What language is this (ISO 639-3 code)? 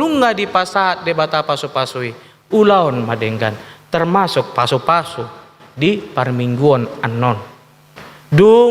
bbc